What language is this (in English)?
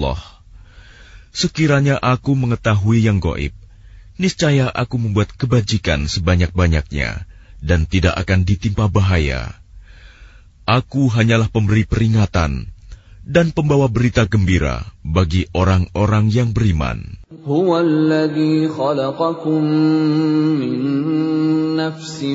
Indonesian